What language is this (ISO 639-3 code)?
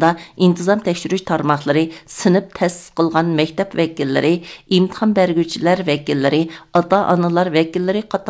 uig